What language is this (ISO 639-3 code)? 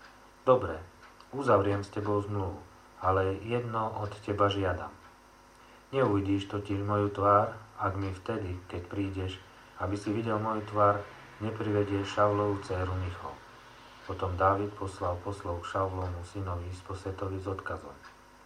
slk